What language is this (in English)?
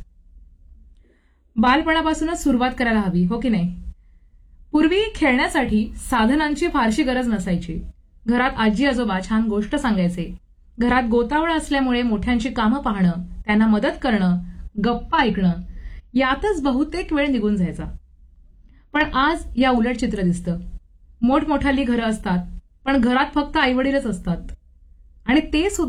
Marathi